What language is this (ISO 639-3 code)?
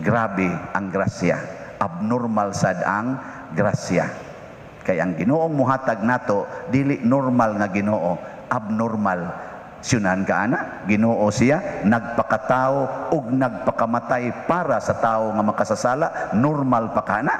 ceb